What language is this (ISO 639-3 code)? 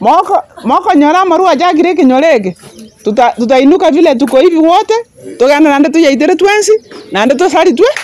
guz